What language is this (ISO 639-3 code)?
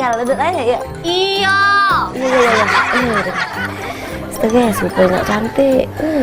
mui